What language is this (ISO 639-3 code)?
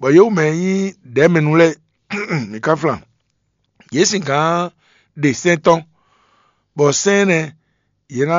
fon